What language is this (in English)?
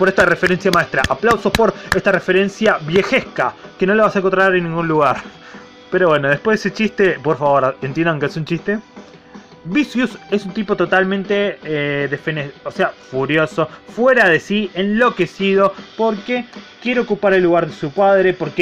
Spanish